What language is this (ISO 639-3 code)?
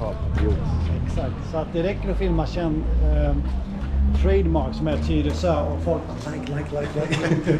swe